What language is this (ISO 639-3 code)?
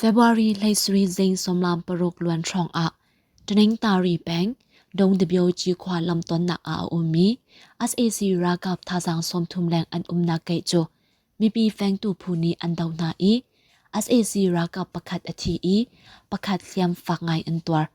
cnh